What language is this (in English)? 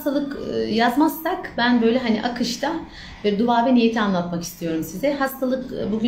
Turkish